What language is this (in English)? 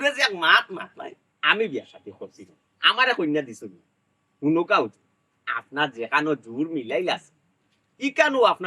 Sylheti